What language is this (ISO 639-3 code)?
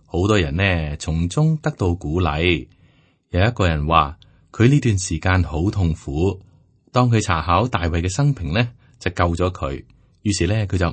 yue